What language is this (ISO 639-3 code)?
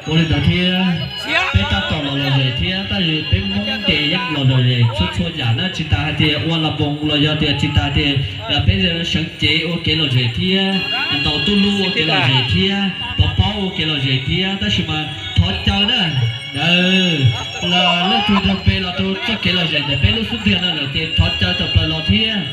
hmn